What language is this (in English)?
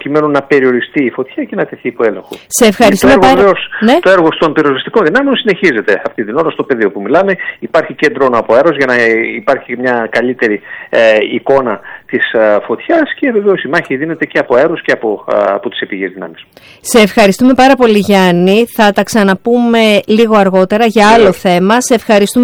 Greek